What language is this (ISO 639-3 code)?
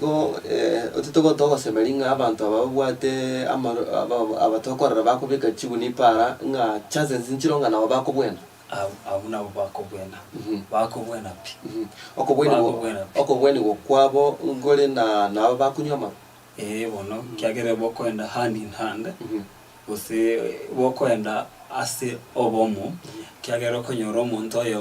guz